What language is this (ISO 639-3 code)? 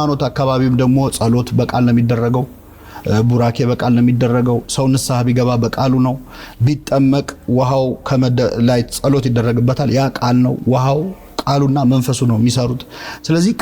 amh